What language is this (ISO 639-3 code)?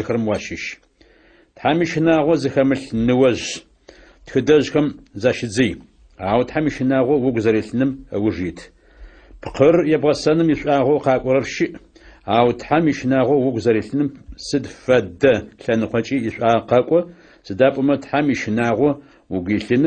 ady